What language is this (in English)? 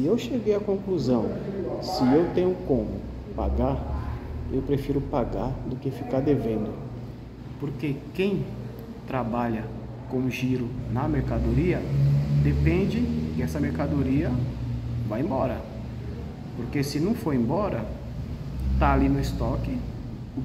Portuguese